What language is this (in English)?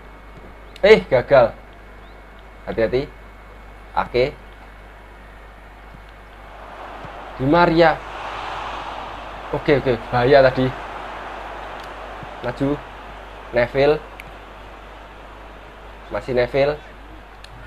Indonesian